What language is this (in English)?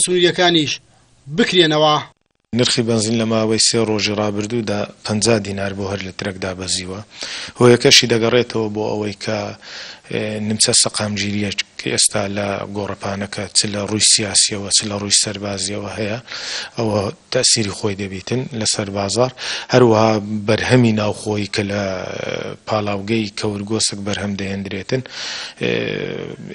Central Kurdish